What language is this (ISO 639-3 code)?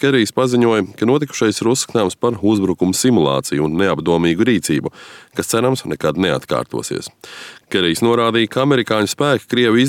lav